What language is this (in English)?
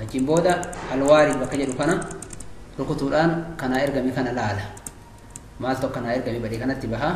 Oromo